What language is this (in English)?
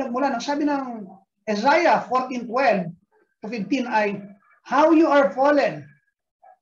Filipino